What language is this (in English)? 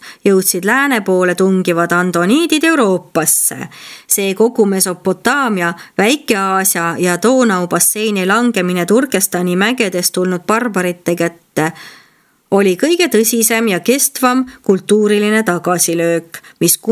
Estonian